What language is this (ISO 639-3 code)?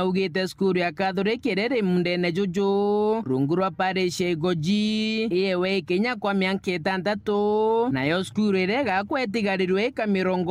mer